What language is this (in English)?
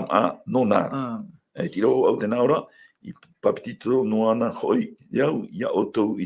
Tahitian